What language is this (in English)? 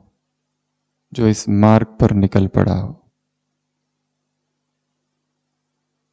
Hindi